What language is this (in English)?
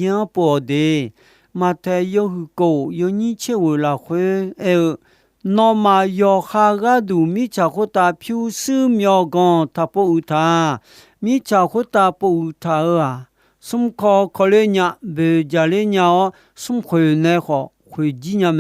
Akha